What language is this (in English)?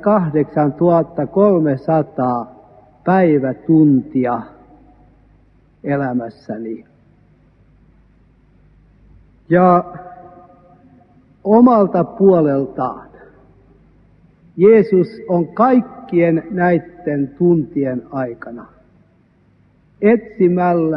Finnish